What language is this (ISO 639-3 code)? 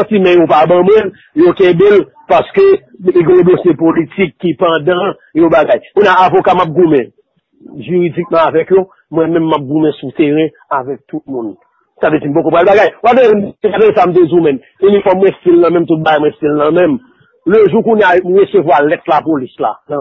hat